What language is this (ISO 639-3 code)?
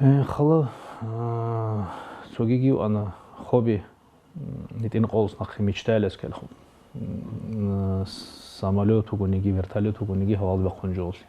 ava